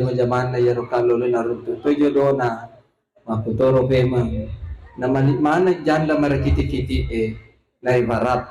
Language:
Buginese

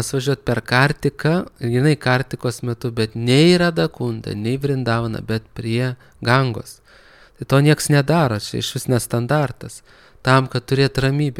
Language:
Lithuanian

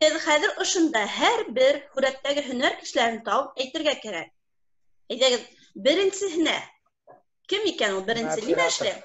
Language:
Bashkir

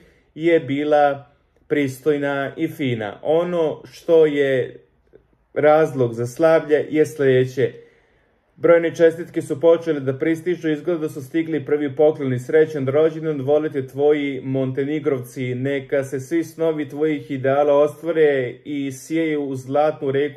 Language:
Serbian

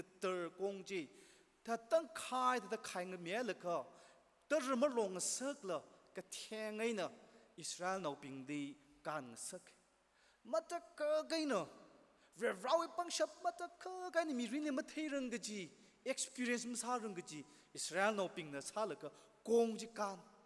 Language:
Tangkhul Naga (India)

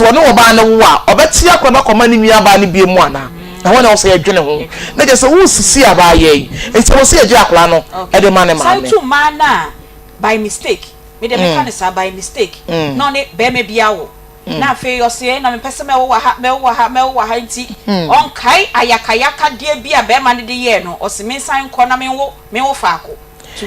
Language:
Akan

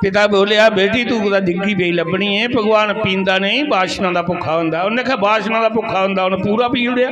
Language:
Dogri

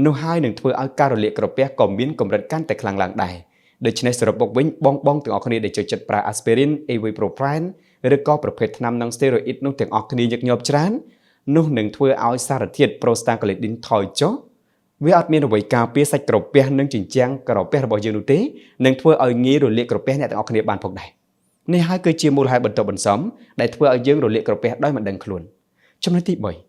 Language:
Khmer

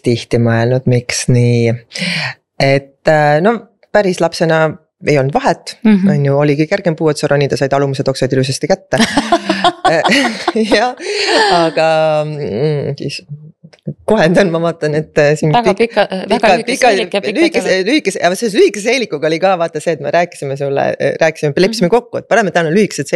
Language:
Estonian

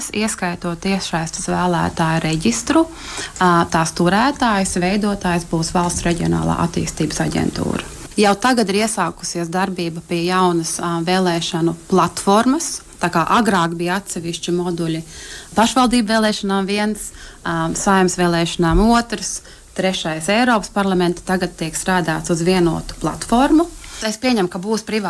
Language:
Latvian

